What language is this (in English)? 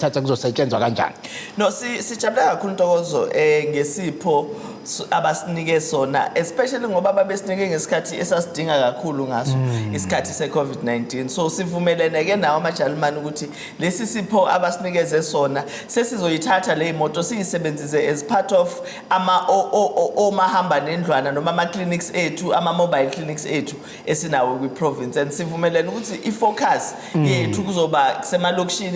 Zulu